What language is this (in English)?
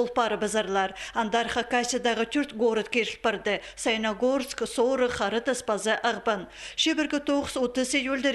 Khakas